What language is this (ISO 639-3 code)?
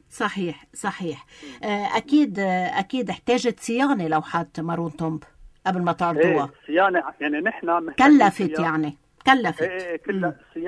apc